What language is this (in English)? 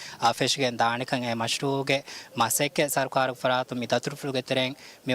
Divehi